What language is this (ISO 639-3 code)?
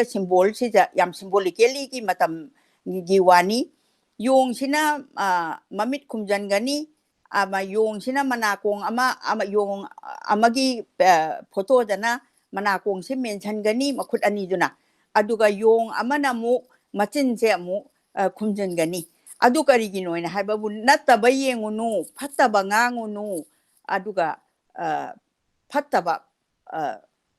mni